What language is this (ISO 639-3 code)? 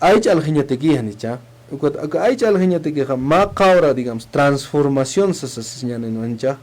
aym